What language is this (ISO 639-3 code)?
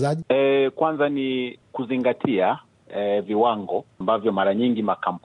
swa